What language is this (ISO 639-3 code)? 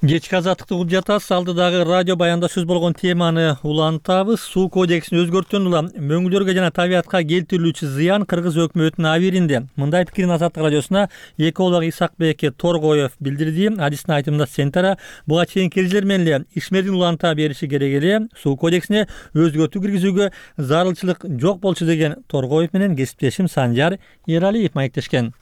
kir